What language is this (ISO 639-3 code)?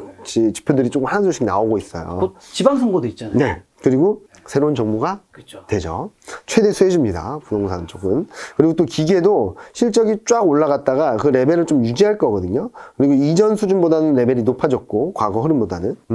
kor